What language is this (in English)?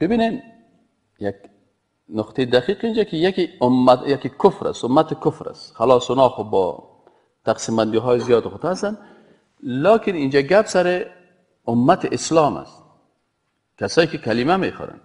Persian